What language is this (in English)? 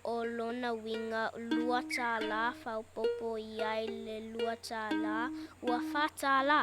Samoan